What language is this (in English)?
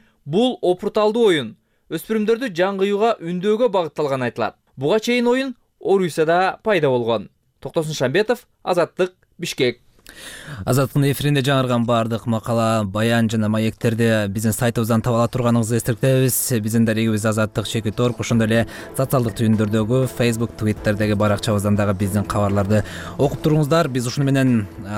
Kyrgyz